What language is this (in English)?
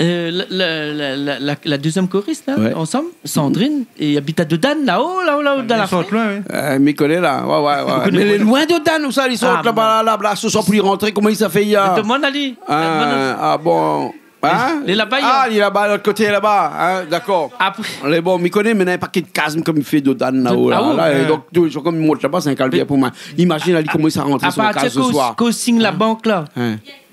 Réunion Creole French